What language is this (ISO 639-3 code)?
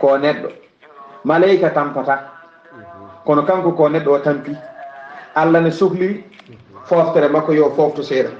ful